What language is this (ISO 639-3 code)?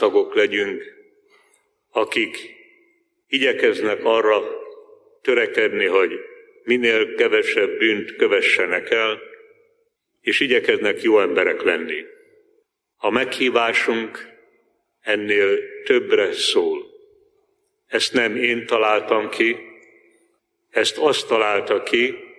hun